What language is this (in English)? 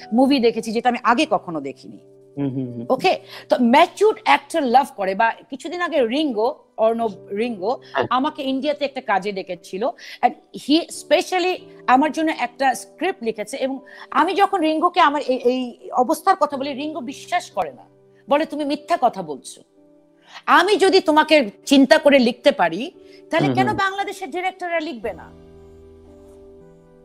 Bangla